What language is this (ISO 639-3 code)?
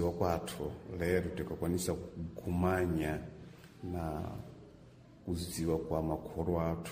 seh